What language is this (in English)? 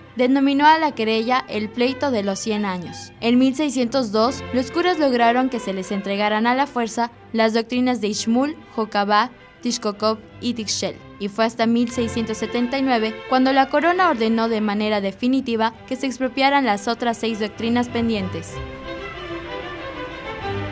Spanish